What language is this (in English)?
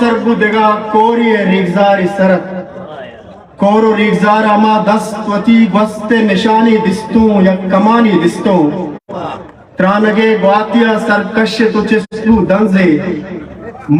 Eastern Balochi